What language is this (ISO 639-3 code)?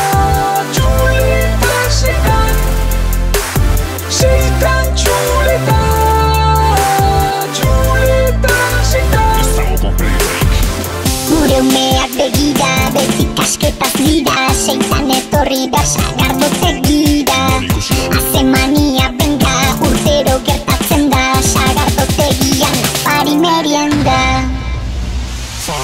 eus